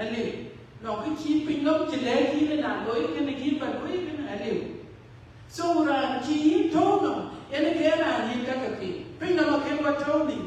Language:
Dinka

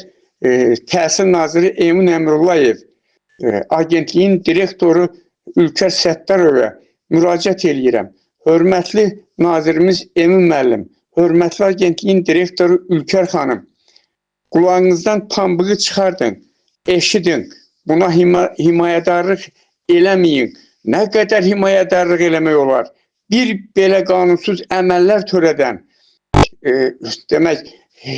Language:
Azerbaijani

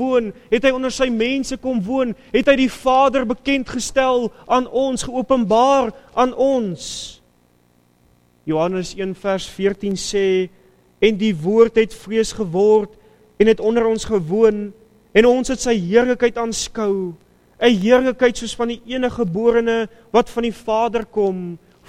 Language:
Afrikaans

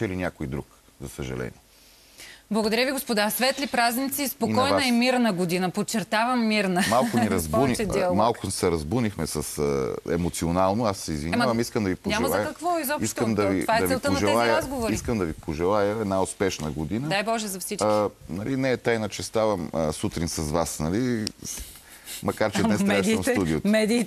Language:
Bulgarian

